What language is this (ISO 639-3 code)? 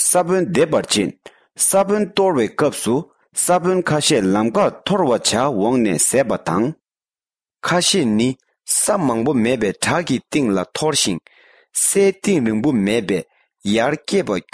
bod